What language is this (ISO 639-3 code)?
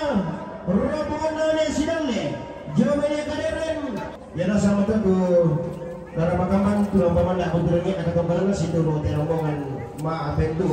sda